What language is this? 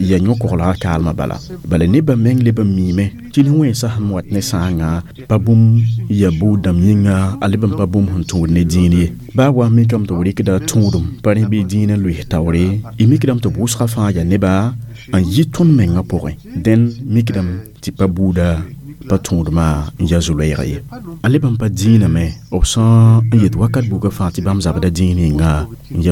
Mossi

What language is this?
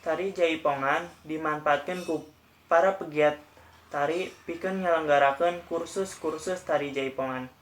Sundanese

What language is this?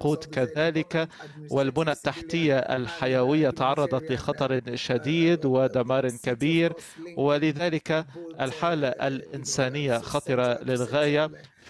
Arabic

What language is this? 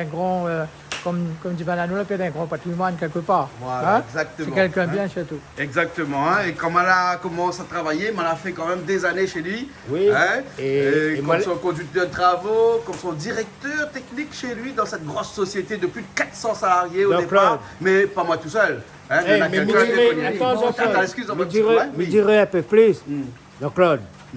Réunion Creole French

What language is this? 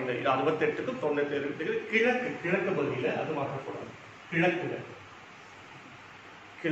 Tamil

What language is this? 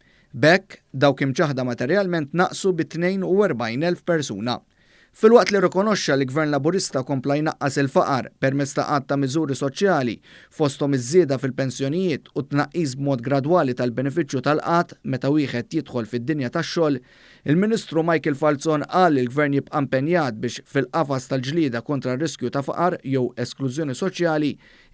Maltese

